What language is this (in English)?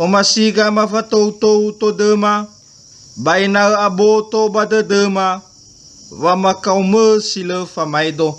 Nias